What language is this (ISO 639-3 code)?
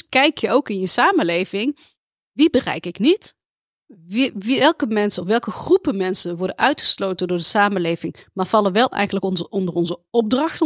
nld